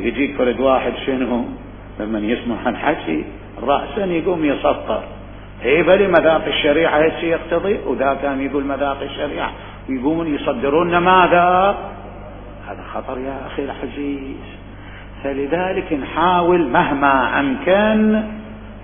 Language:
Mesopotamian Arabic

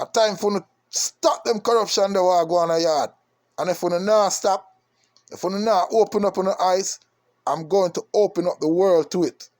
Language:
Jamaican Creole English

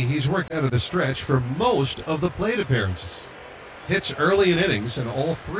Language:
English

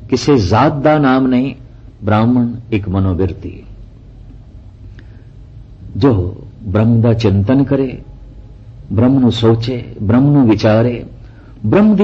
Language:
Punjabi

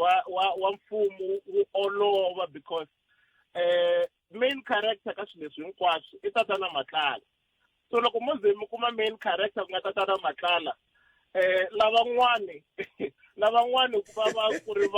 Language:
Tsonga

